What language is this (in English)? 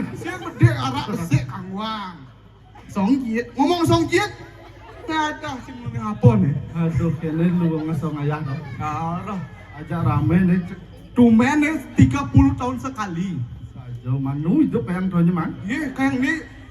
Balinese